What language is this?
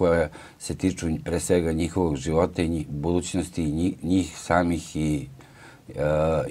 Serbian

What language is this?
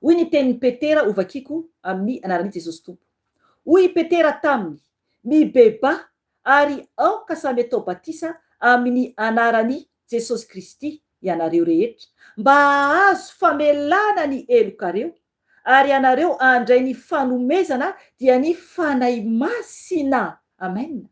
Malagasy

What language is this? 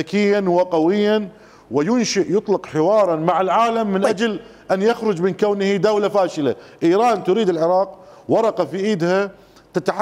Mesopotamian Arabic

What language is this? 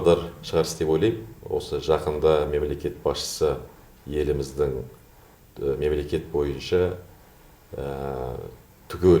Kazakh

